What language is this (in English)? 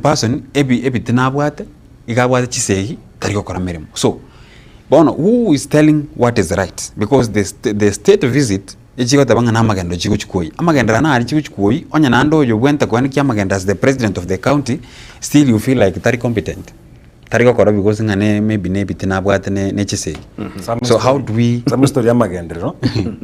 Gusii